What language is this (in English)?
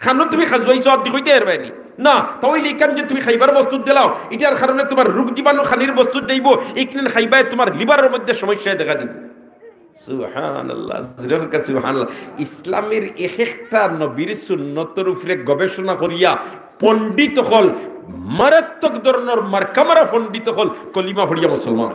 Sylheti